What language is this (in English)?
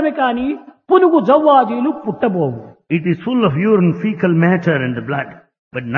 Telugu